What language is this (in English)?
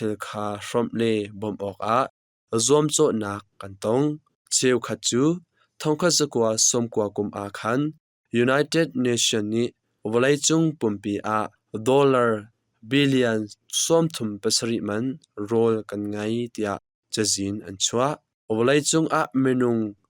Hakha Chin